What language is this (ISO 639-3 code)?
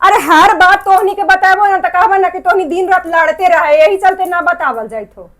mag